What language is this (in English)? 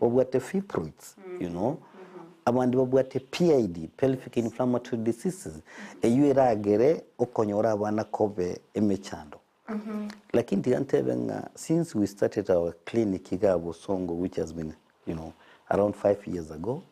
Gusii